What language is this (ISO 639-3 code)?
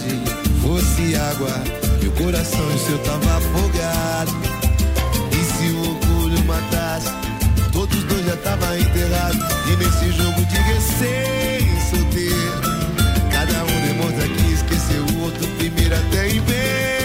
por